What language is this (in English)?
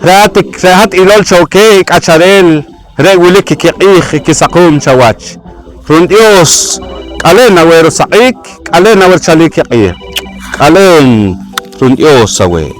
Poqomchi'